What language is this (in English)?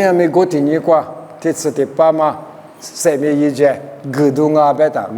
Lisu